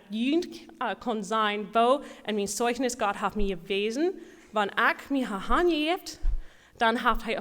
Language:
Plautdietsch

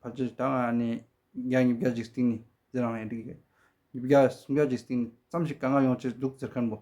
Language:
Tibetan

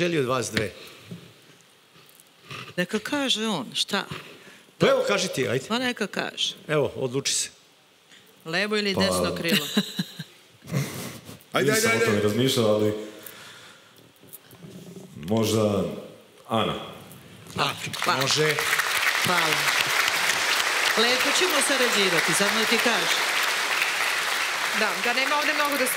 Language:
Serbian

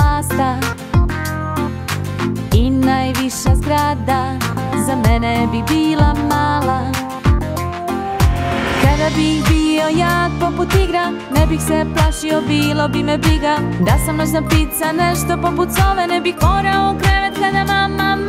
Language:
Serbian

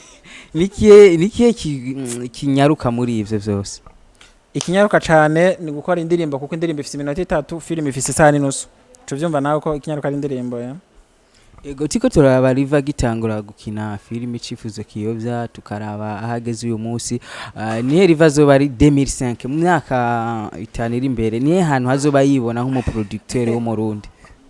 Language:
Rundi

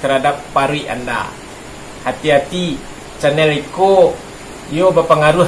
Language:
Minangkabau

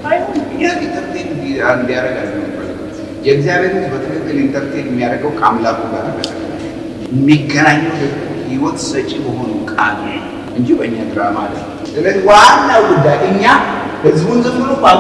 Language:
Amharic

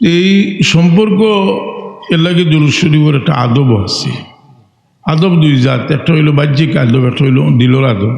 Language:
Sylheti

